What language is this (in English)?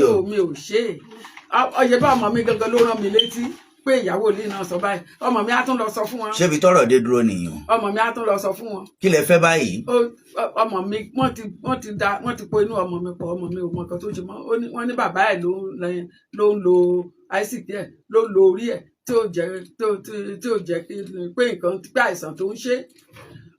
Yoruba